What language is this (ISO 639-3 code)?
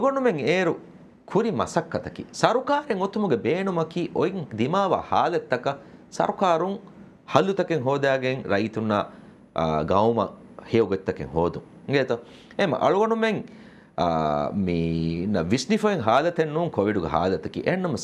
div